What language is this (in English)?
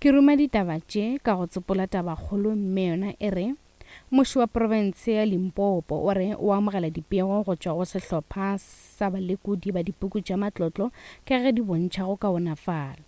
Northern Sotho